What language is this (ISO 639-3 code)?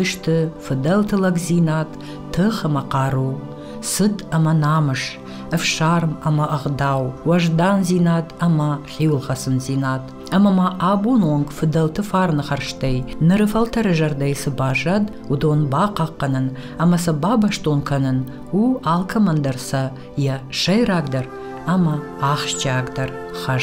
oss